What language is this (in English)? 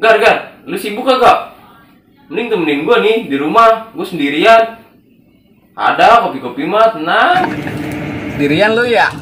Betawi